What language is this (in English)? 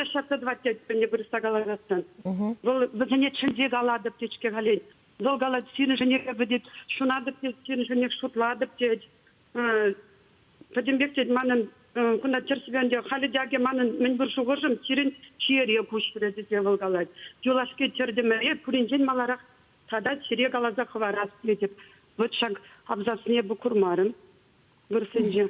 Chuvash